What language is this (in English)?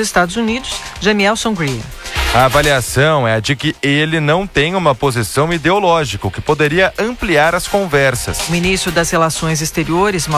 Portuguese